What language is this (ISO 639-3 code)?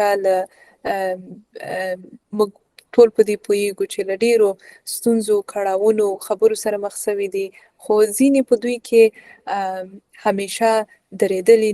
pus